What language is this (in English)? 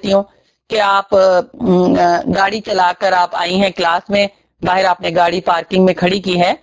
Urdu